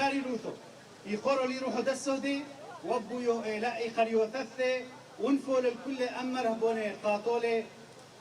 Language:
Kurdish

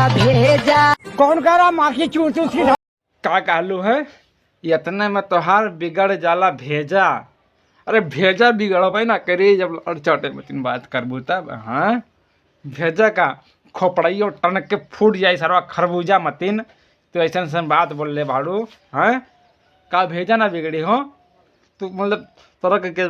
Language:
Bhojpuri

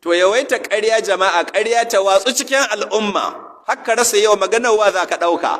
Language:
Hausa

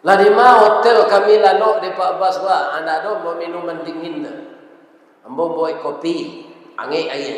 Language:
Minangkabau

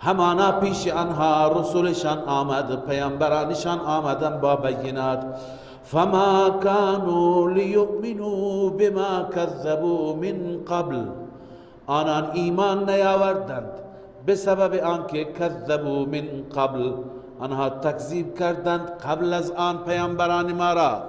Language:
Persian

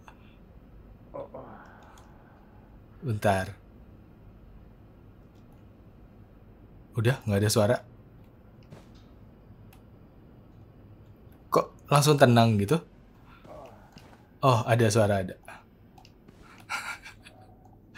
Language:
Indonesian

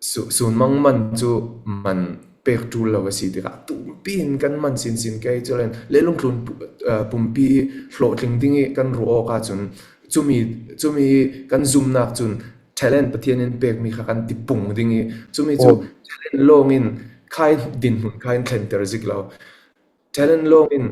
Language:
Falam Chin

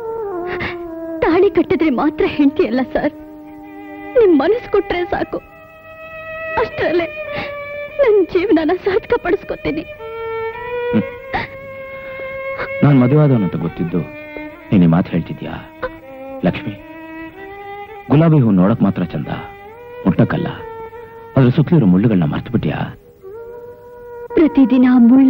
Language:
Kannada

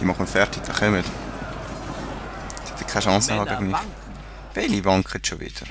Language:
Swiss German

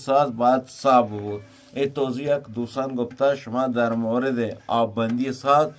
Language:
Eastern Balochi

